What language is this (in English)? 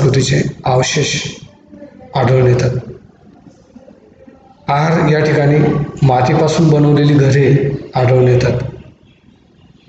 Marathi